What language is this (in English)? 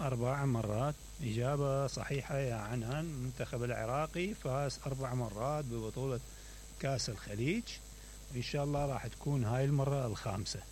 Mesopotamian Arabic